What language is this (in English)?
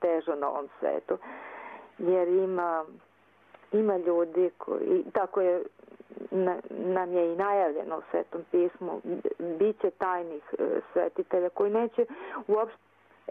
Serbian